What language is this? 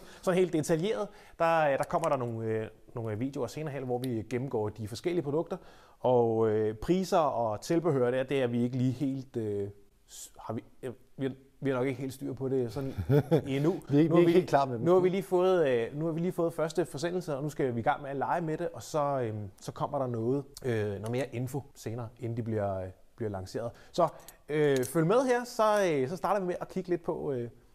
Danish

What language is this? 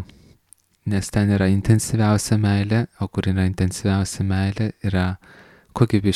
Lithuanian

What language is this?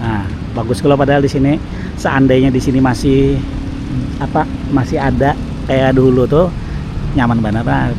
Banjar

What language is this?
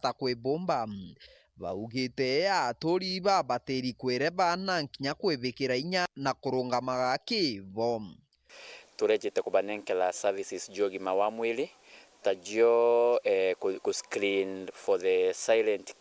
Meru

